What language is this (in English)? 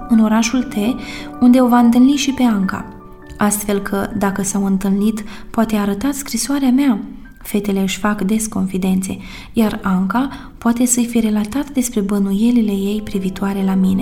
Romanian